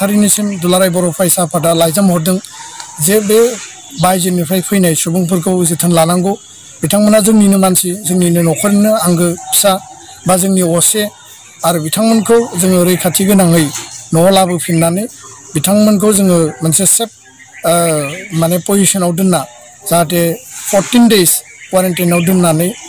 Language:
Bodo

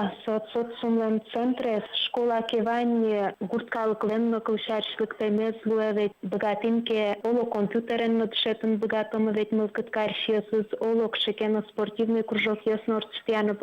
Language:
Udmurt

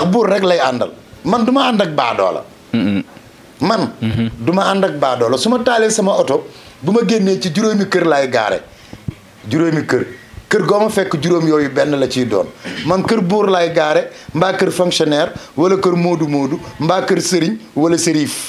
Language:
Wolof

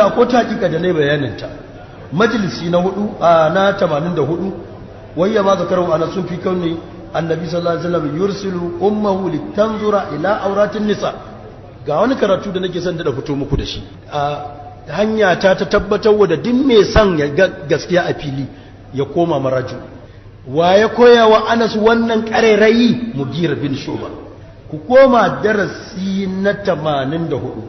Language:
Hausa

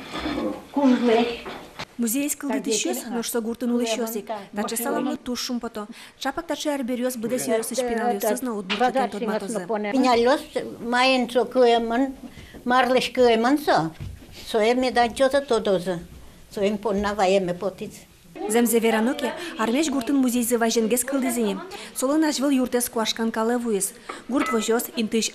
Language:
Udmurt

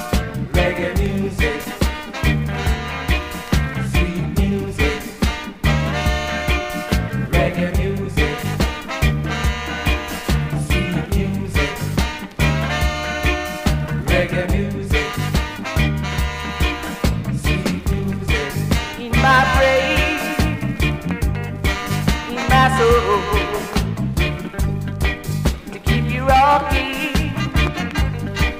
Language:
English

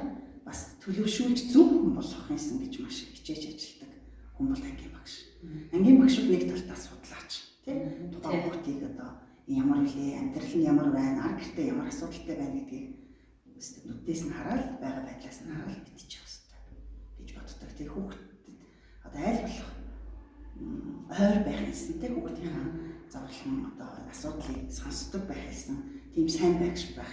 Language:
Mongolian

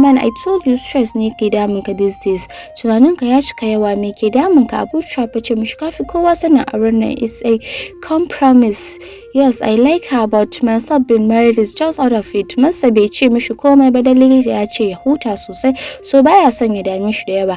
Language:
Hausa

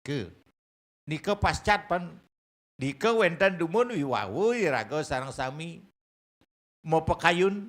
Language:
Balinese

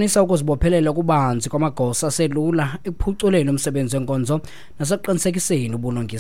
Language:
Xhosa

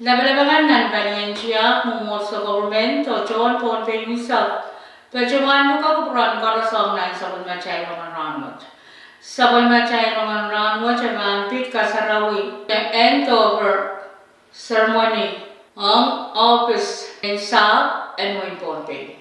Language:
Pohnpeian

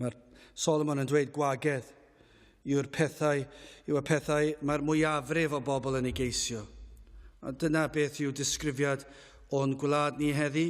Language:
Welsh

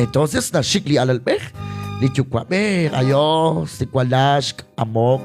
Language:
Kekchí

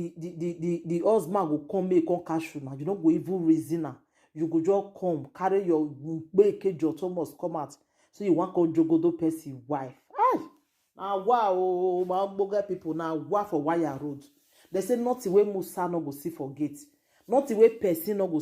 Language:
Nigerian Pidgin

